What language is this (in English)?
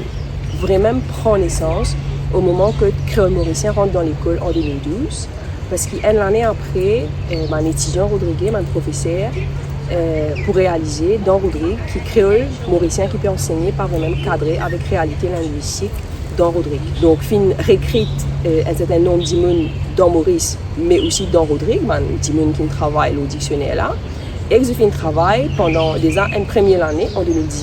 Morisyen